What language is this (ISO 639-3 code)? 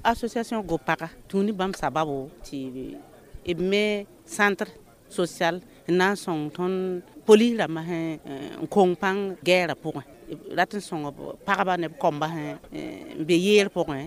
mos